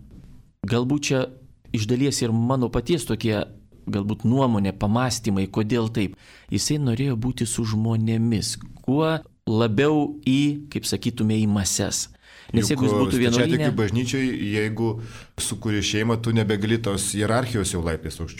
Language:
Lithuanian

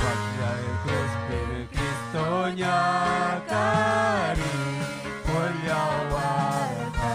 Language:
Ayacucho Quechua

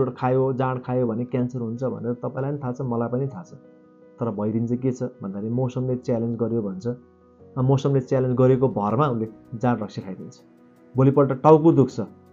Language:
Nepali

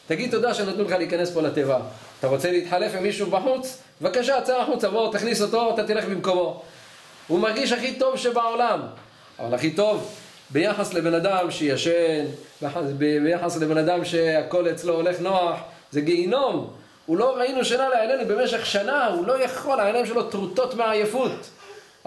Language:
Hebrew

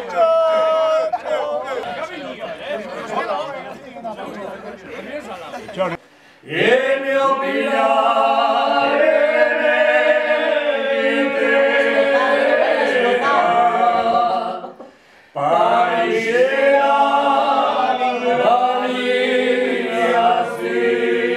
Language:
Basque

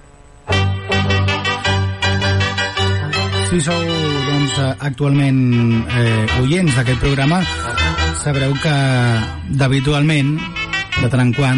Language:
Catalan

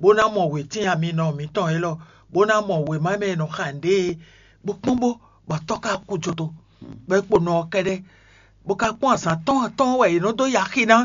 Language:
Fon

